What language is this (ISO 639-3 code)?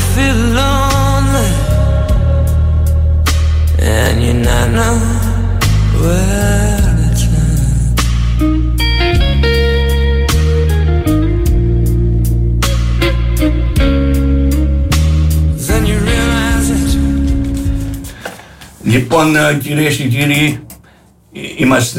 ell